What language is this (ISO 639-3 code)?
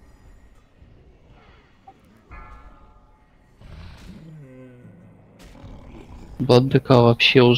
rus